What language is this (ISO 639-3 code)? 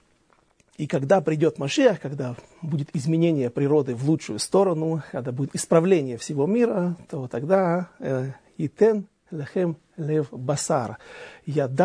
rus